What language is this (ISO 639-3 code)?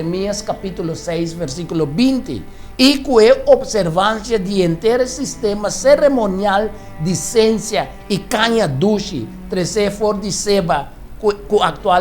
pap